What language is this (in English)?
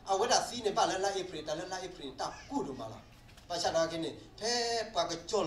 S'gaw Karen